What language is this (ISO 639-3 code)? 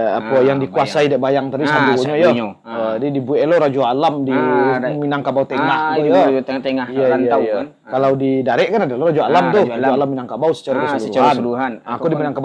min